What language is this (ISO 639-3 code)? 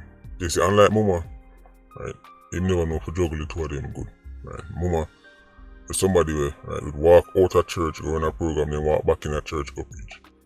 jam